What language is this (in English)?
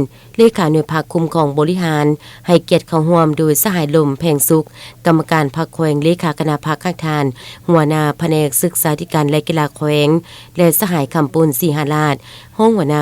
Lao